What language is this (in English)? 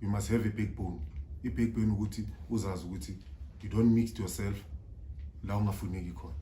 Zulu